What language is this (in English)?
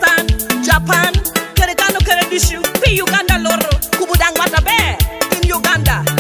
Lango (Uganda)